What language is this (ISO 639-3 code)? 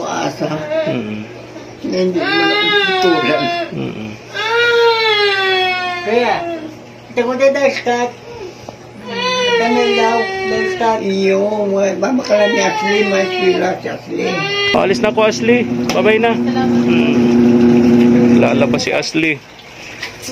fil